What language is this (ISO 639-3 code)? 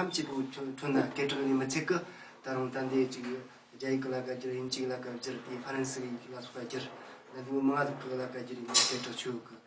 bod